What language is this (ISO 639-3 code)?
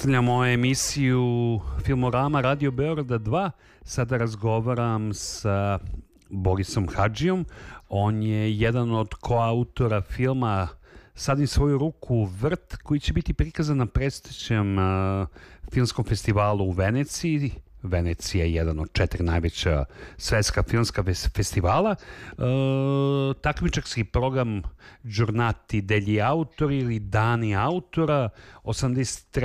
srp